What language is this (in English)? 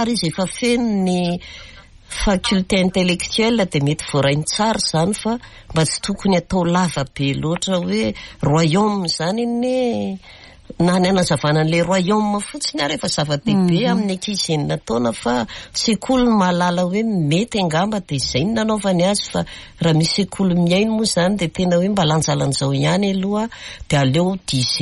Malagasy